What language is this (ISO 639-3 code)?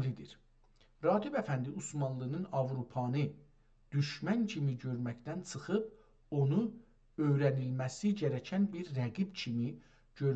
azb